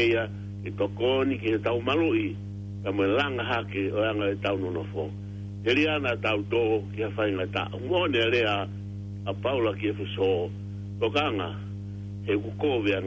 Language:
Tongan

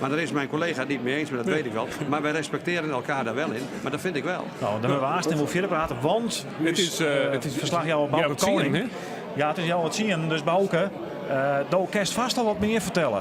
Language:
Western Frisian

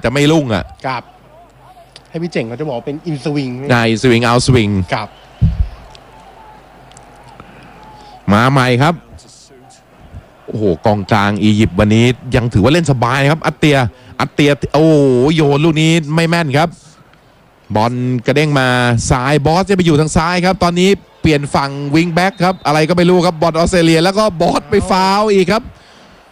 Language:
Thai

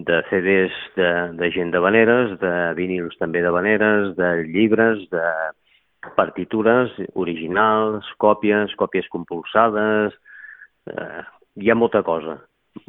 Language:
Catalan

